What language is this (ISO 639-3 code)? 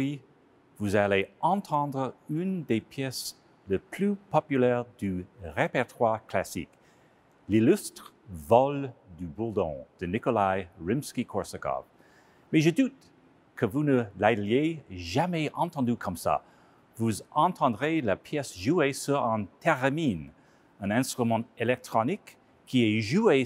fra